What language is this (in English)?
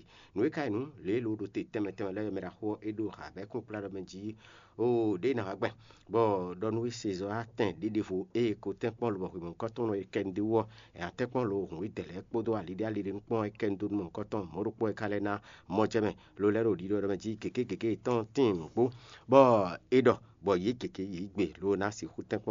Fon